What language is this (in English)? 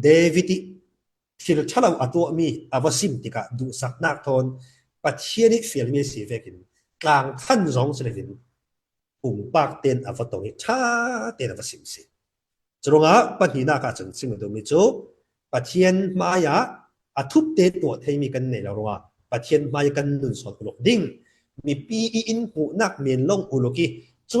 Falam Chin